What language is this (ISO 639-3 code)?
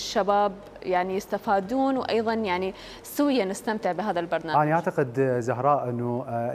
acm